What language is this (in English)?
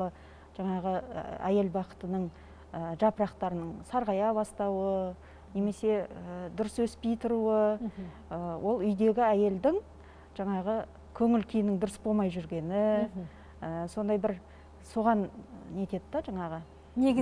Kazakh